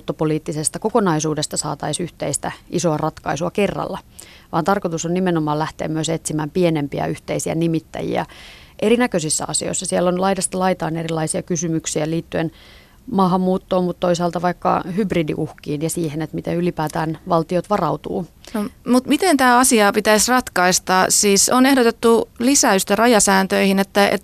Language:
Finnish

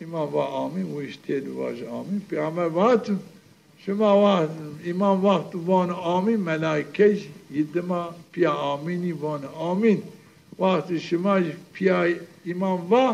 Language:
Zaza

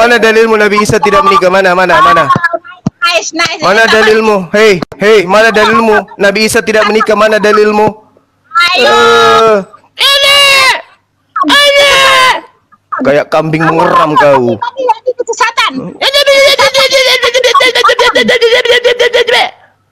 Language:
Indonesian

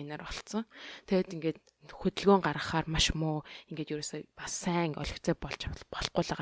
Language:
Mongolian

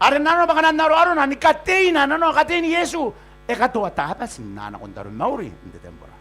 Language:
Gilbertese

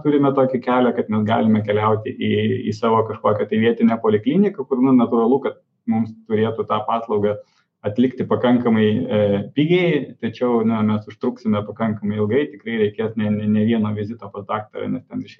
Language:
Lithuanian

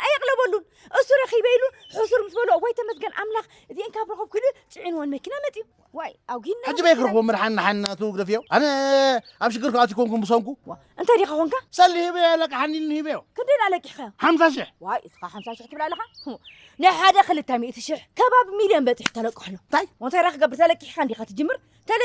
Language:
Tigrinya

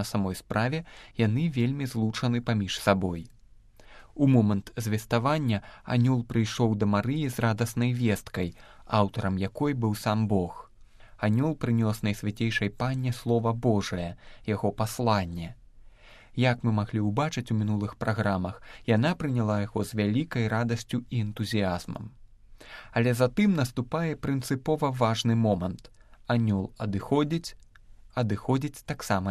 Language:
Belarusian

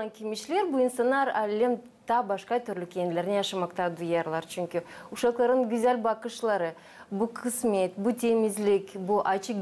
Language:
Gagauz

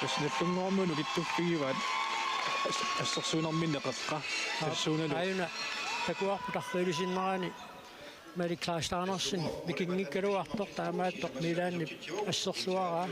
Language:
Kalaallisut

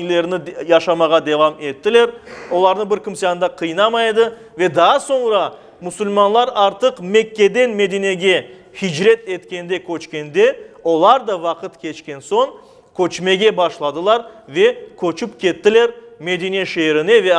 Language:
Crimean Tatar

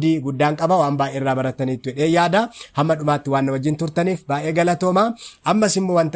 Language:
Oromo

